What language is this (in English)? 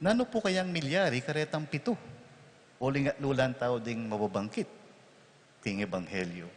Pampanga